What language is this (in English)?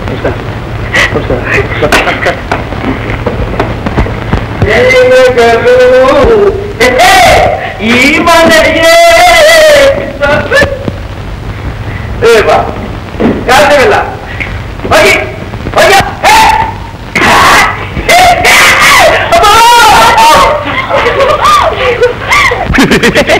Kannada